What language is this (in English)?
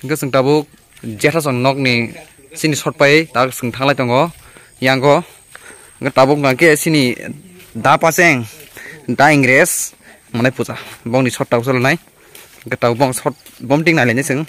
Kok Borok